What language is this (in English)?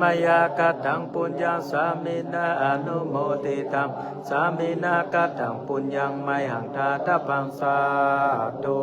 Pali